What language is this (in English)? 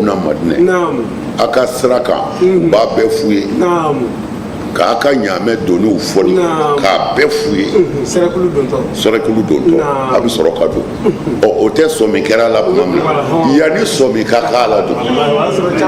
Bambara